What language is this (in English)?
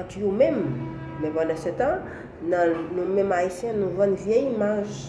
Haitian Creole